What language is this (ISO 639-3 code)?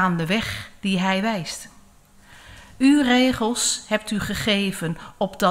nld